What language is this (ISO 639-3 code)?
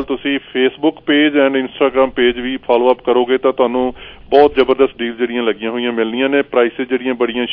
pan